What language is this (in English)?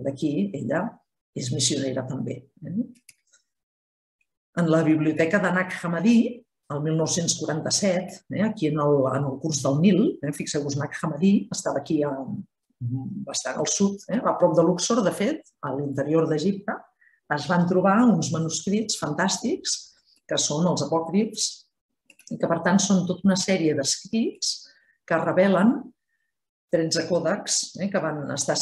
Catalan